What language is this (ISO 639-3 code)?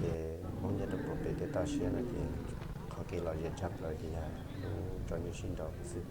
hmn